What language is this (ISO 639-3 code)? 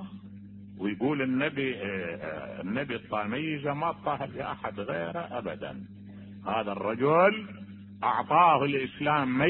acm